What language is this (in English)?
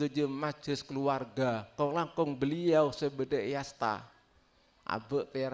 Madurese